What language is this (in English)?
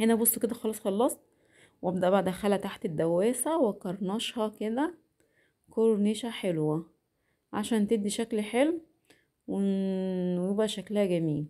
Egyptian Arabic